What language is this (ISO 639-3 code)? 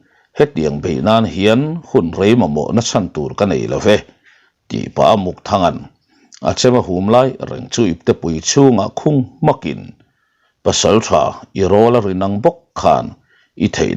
lus